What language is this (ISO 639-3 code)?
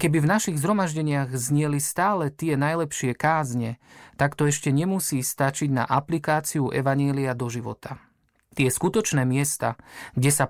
slk